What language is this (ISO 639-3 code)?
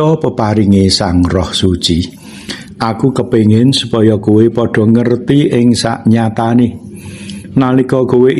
jav